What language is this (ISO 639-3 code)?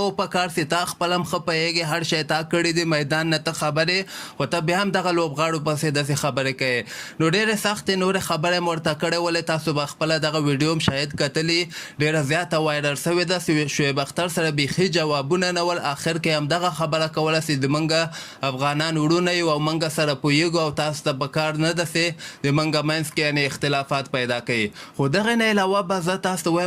pus